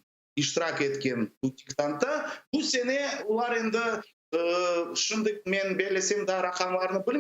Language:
Crimean Tatar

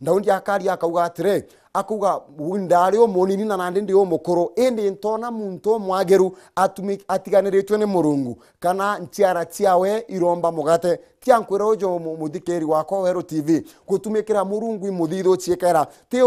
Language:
Meru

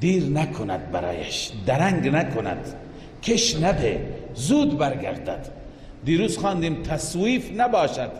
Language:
Persian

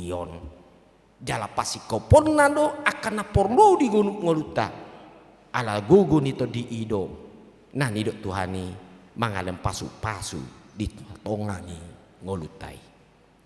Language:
Batak Toba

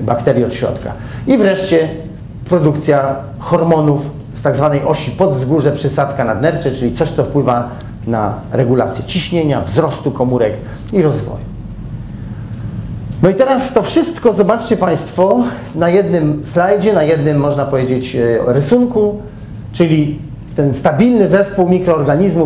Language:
Polish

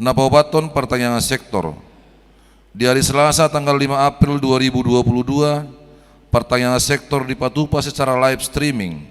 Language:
Batak Toba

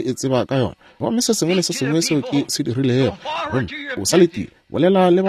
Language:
Northern Sotho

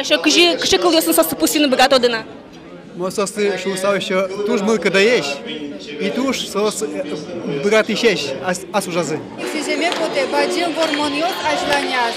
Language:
Udmurt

